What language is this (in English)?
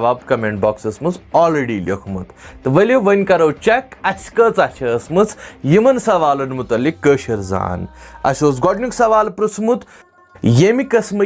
Kashmiri